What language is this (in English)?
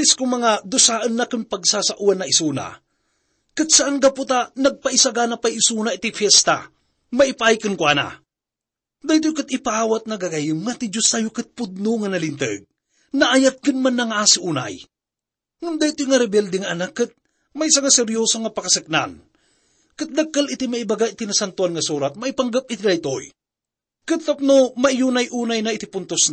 Iloko